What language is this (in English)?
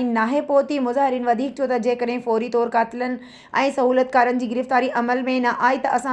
Sindhi